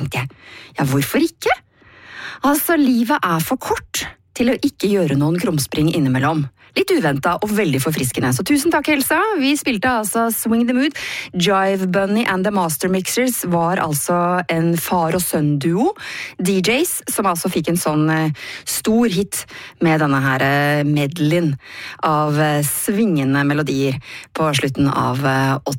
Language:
Norwegian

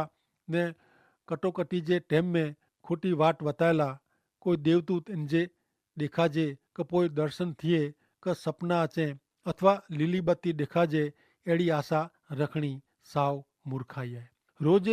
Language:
Kachhi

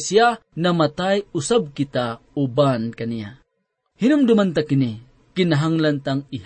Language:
Cebuano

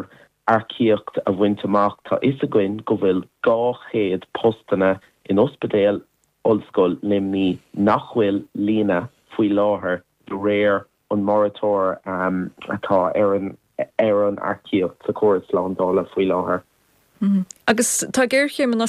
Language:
Irish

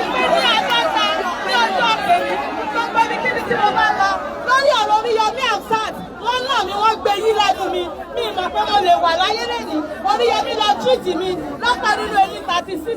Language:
Yoruba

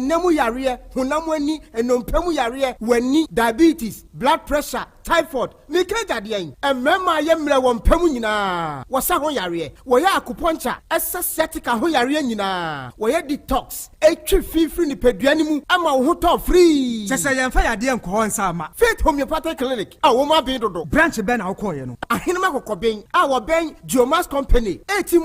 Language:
Akan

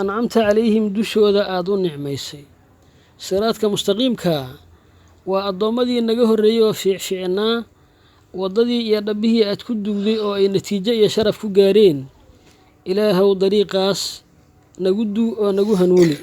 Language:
Somali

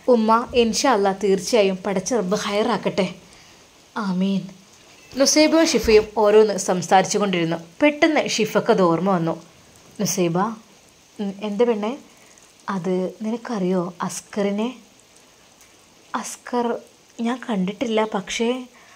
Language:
Malayalam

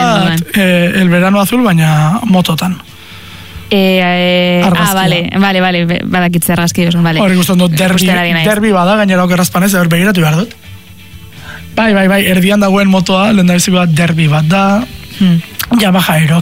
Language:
Basque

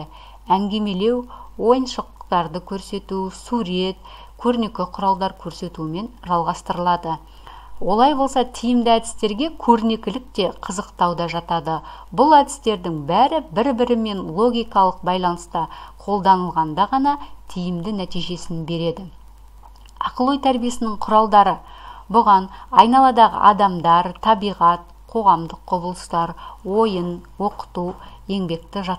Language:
Kazakh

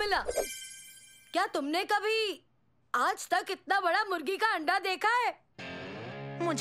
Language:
Hindi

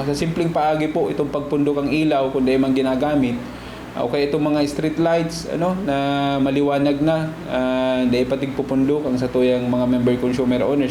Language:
Bikol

